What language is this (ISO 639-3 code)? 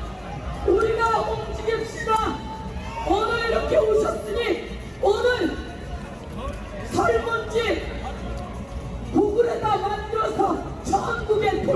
kor